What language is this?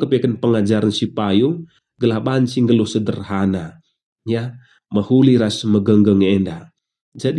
Batak Karo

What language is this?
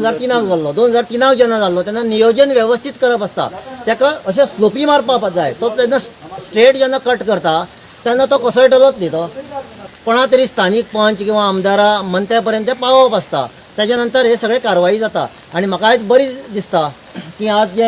Konkani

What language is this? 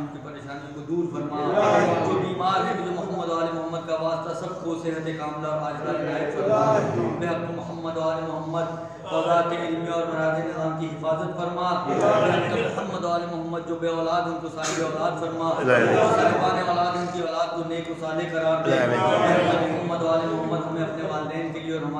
Urdu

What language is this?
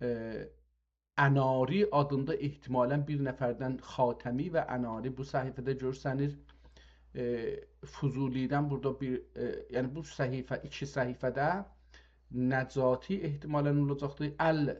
South Azerbaijani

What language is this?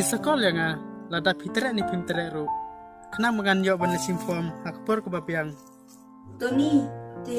Khasi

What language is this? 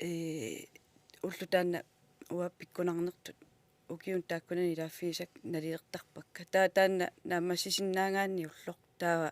Kalaallisut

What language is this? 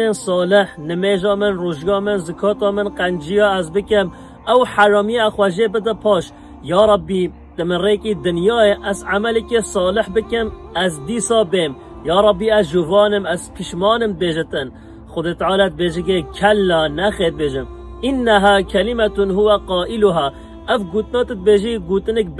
Kurdish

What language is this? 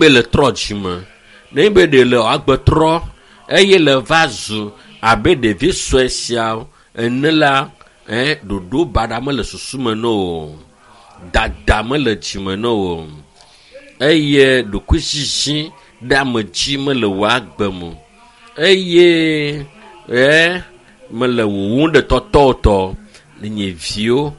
Ewe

